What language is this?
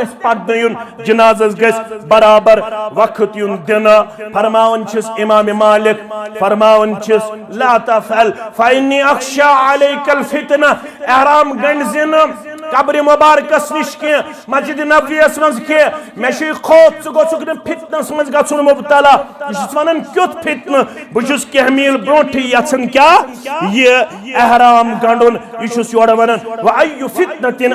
Kashmiri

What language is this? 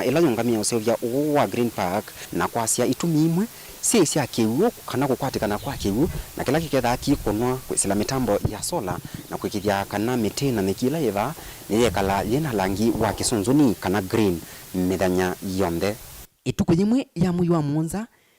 Kamba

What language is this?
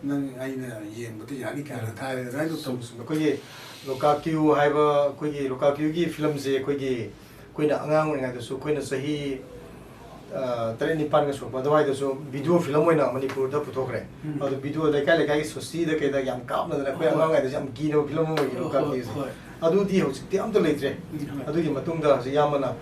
Manipuri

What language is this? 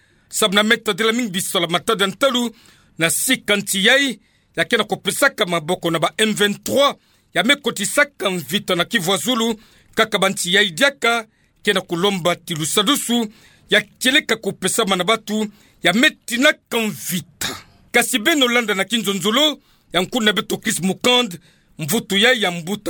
Kituba (Democratic Republic of Congo)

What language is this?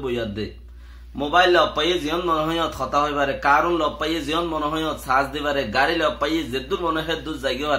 Rohingya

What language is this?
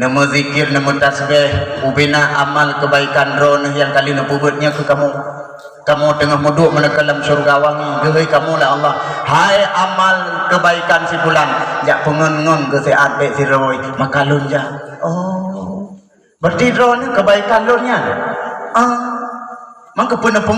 Achinese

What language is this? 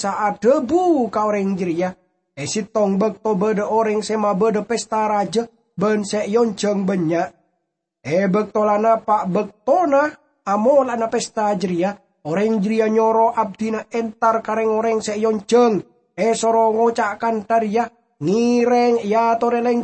Madurese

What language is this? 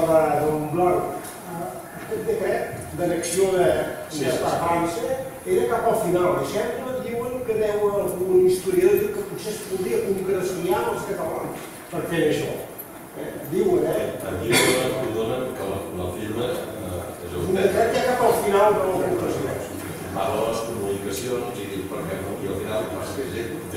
Catalan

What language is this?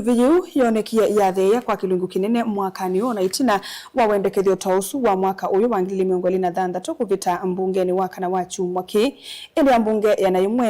Kamba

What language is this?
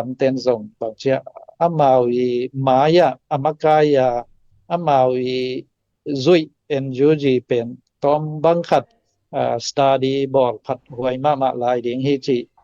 Tedim Chin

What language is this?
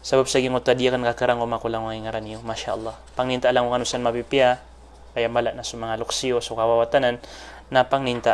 Maranao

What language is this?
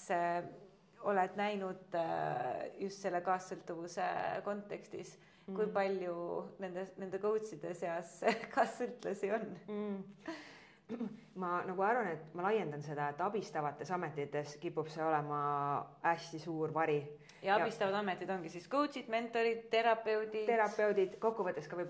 Estonian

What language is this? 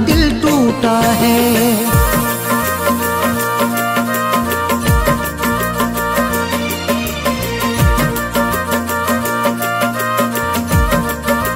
Hindi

